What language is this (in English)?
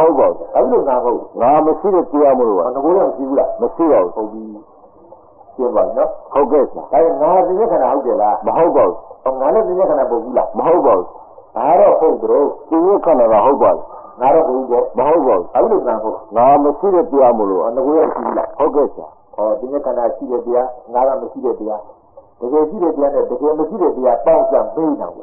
Burmese